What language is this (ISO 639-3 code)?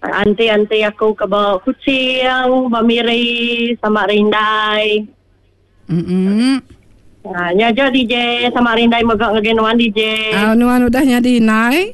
iba